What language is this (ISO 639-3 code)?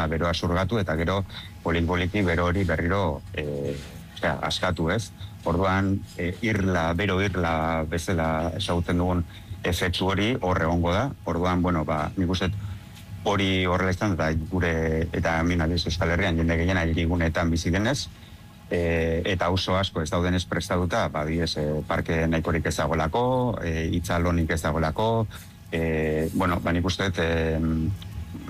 eus